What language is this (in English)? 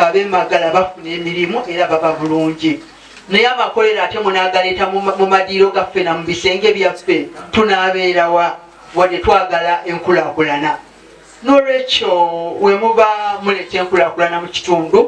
Ganda